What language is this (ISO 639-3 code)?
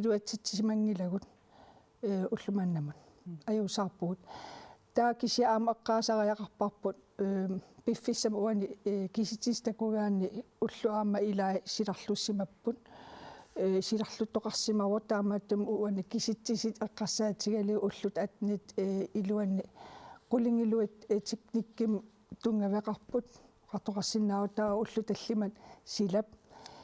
kal